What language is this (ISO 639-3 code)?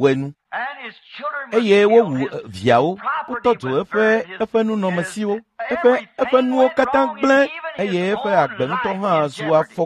ewe